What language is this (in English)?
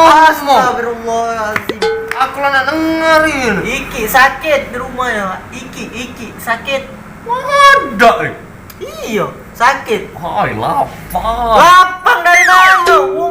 Musi